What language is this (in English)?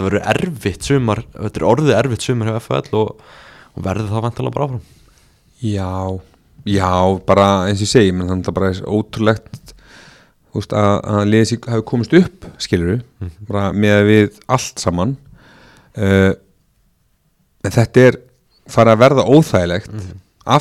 Icelandic